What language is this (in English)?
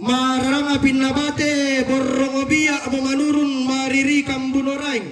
Toraja-Sa'dan